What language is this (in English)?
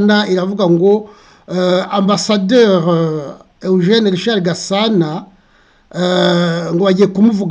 Kinyarwanda